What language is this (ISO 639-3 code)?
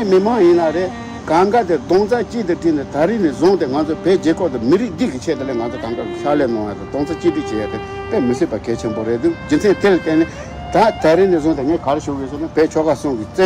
bod